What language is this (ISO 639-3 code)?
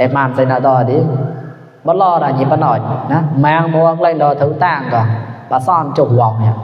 mnw